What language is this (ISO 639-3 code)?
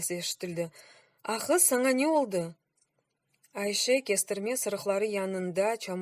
crh